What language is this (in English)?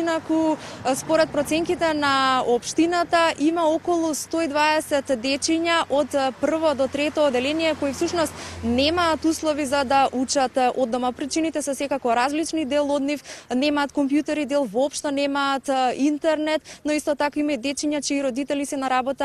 Macedonian